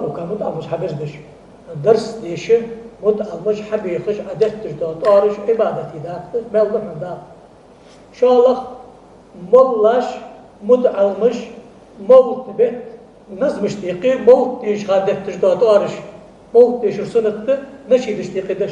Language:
Ingush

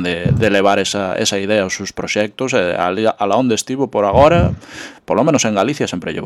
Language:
Galician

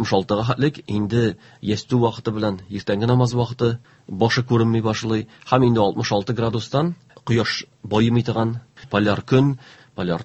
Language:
Tatar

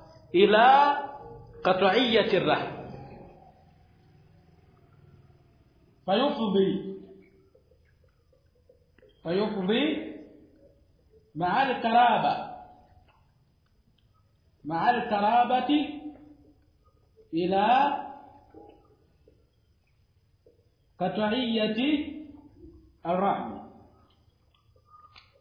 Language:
Swahili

